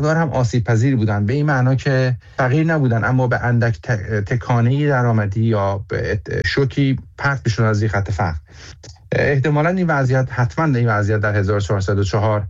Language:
Persian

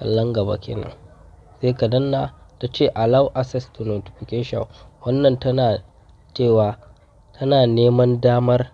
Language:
Hausa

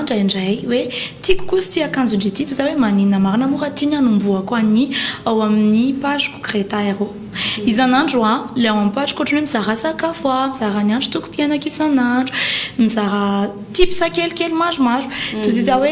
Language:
Malagasy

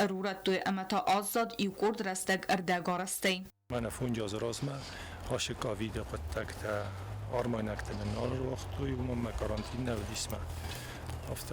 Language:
Ossetic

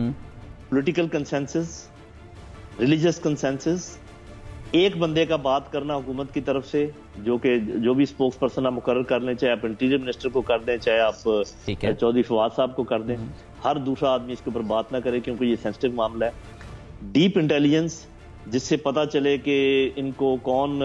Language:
Urdu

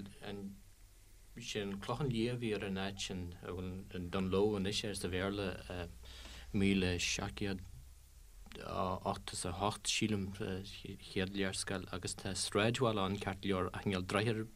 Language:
Irish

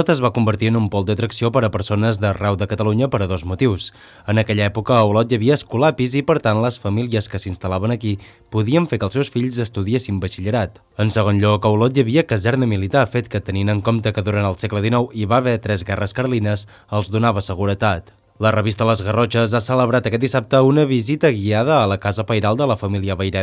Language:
Catalan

